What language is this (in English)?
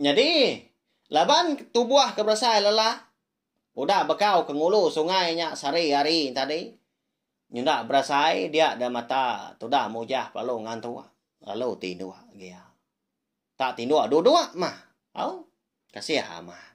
Iban